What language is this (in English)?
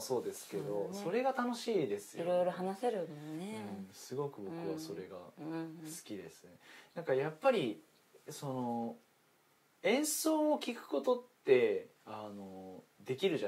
Japanese